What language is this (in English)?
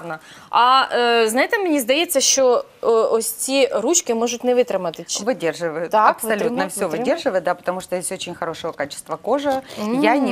Ukrainian